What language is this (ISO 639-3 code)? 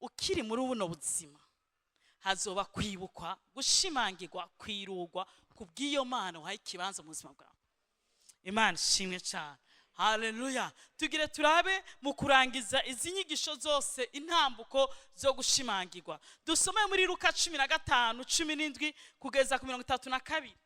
run